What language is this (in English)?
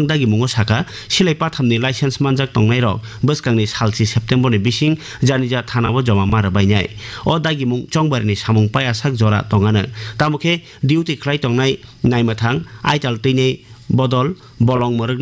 Kok Borok